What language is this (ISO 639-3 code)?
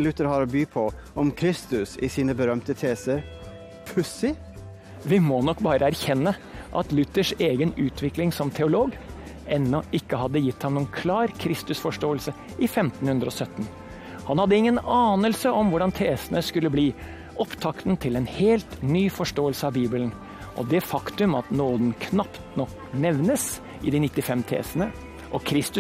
nor